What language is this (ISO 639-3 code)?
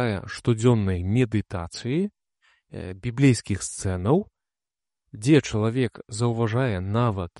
bel